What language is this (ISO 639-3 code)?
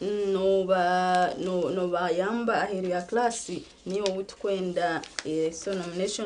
nyn